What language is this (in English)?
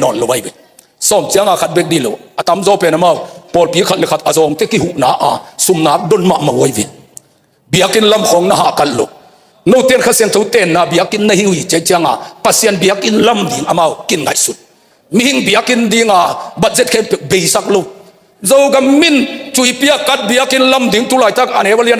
Tedim Chin